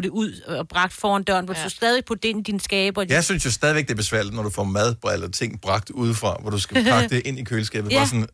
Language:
Danish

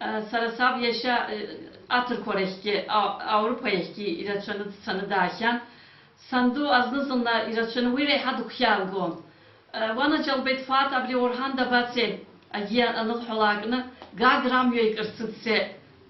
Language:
Abkhazian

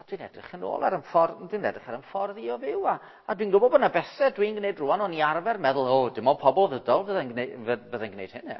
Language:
Welsh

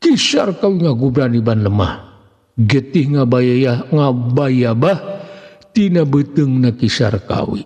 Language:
Sundanese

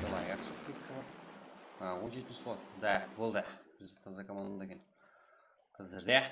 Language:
Kara-Kalpak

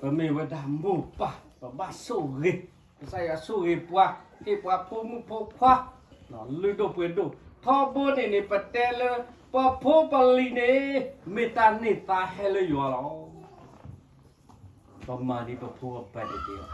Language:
S'gaw Karen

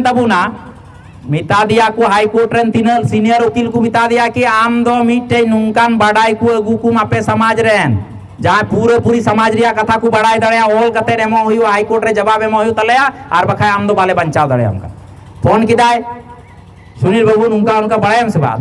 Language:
Santali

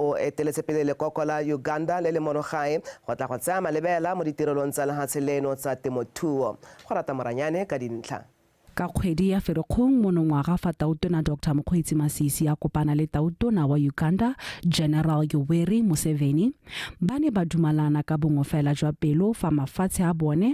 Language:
Tswana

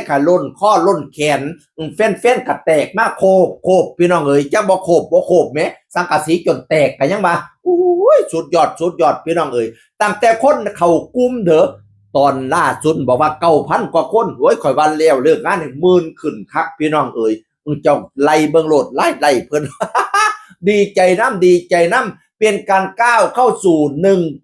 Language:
Northeastern Thai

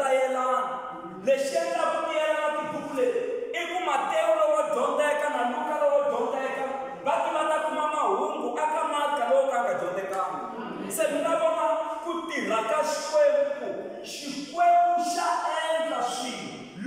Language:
Tsonga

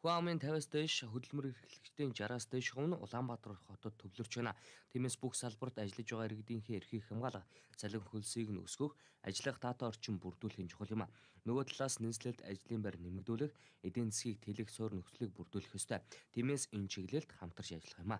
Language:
Mongolian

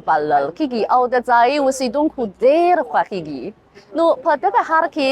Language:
Pashto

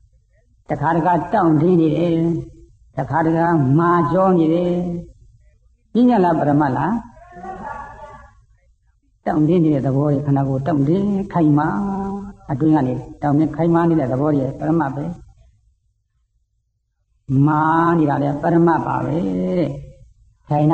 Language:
Burmese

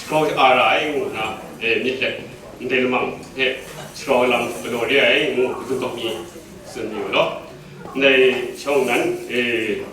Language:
Kachin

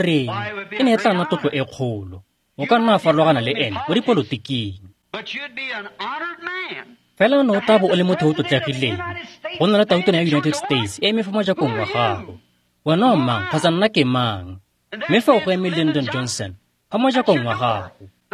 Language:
Tswana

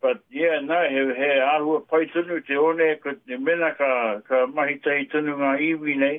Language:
Māori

